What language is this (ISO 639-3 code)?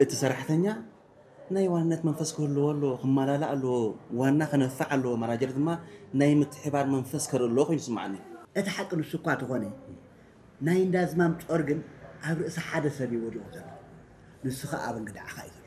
tir